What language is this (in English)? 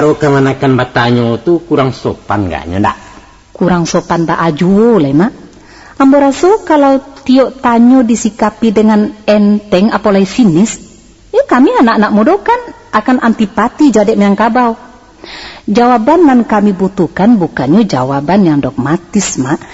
Minangkabau